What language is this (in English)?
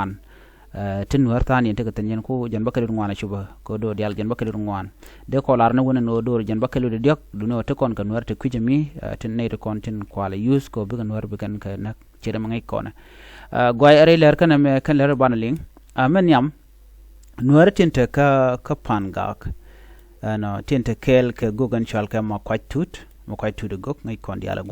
Nuer